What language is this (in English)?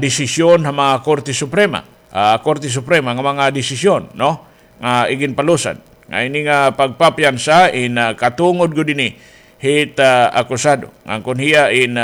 Waray